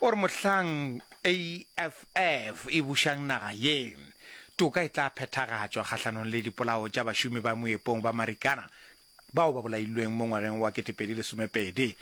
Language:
Northern Sotho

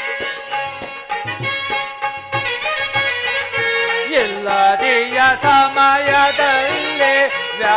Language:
Kannada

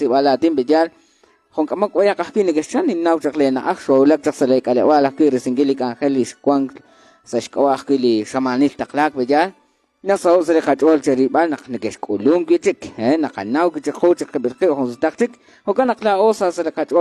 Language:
Kekchí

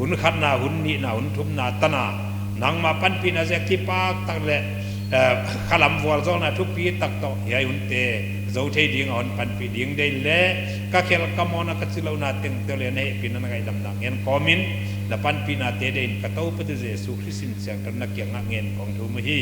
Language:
Paite Chin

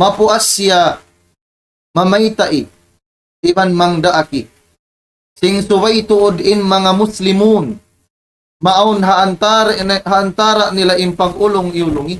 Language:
Tausug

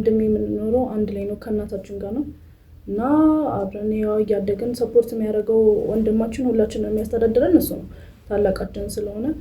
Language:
Amharic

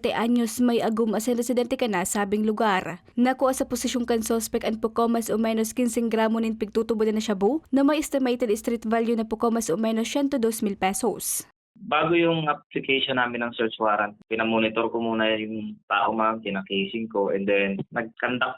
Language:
Bikol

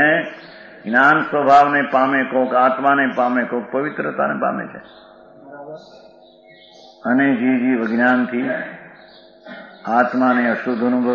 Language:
Gujarati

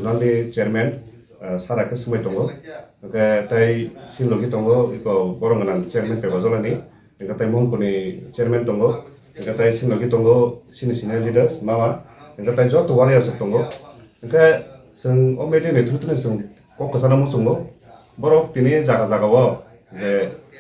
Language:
Kok Borok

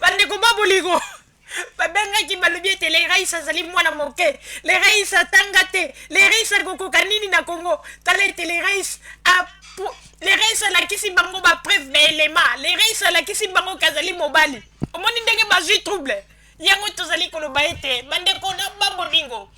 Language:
Lingala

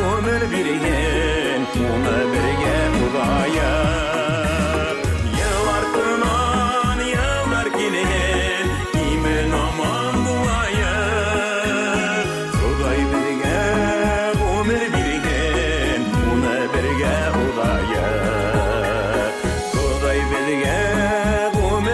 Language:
Bashkir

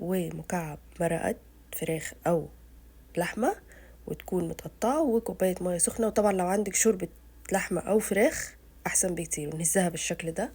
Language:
Egyptian Arabic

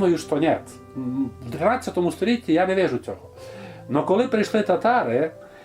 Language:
Rusyn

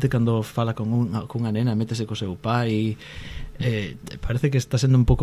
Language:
Galician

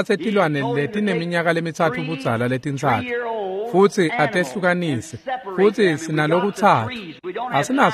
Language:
Swati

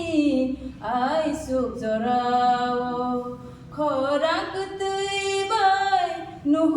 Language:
Kok Borok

